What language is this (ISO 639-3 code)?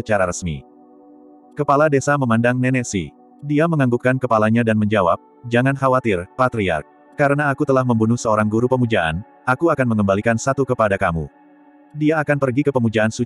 ind